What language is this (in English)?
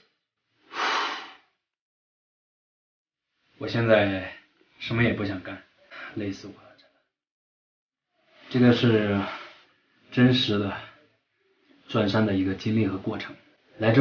Chinese